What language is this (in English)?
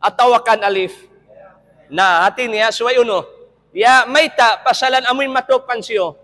Tausug